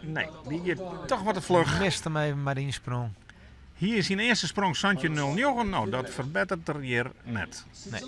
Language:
Western Frisian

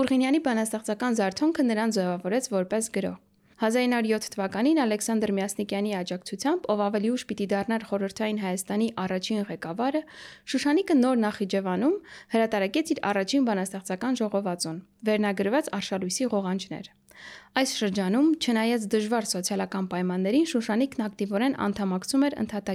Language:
Armenian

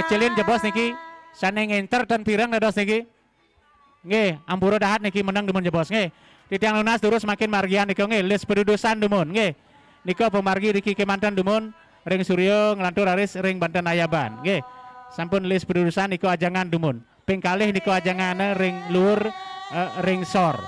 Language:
Balinese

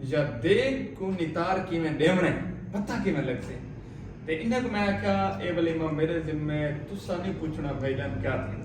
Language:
Saraiki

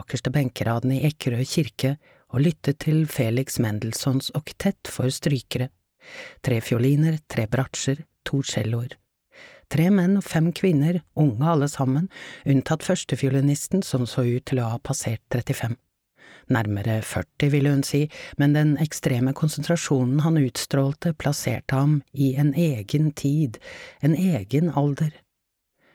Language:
Norwegian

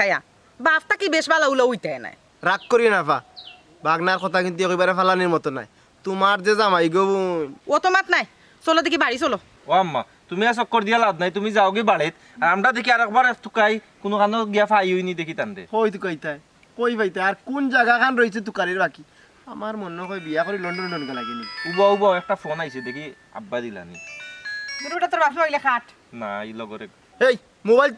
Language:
Sylheti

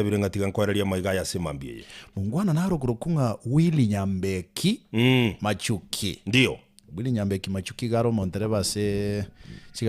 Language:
Gusii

